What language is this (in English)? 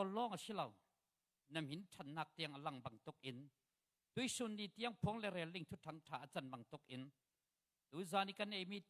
Falam Chin